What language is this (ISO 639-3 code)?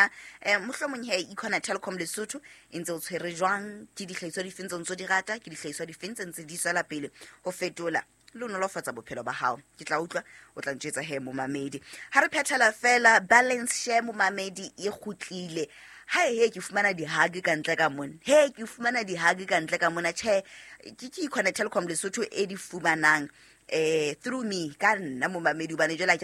sot